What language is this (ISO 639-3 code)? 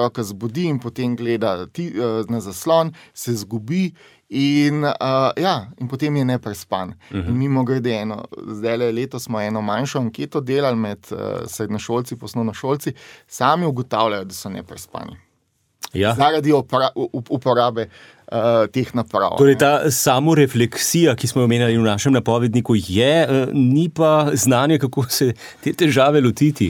slv